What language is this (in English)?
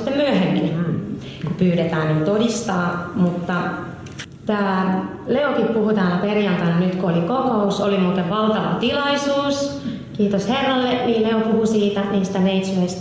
Finnish